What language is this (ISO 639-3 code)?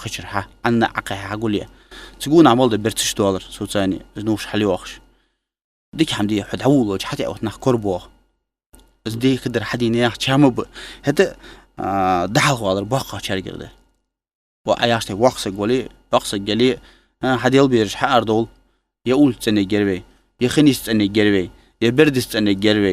inh